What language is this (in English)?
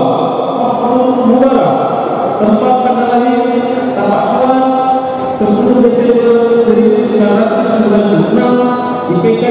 Indonesian